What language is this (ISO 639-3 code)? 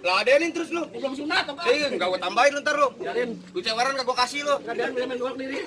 bew